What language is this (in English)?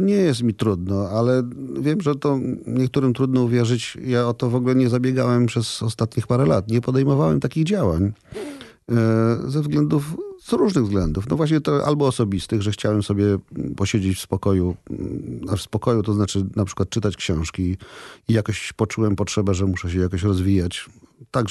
Polish